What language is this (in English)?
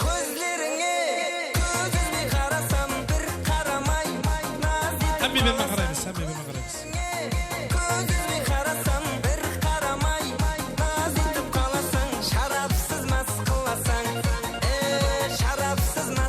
Kara-Kalpak